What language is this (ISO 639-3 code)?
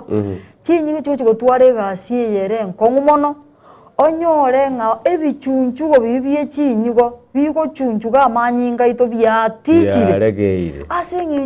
guz